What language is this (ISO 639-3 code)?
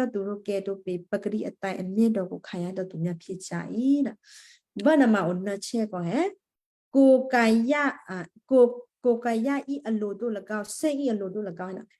kyu